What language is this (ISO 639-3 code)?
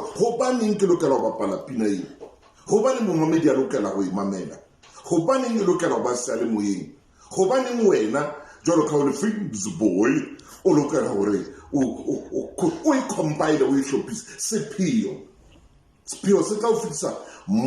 sot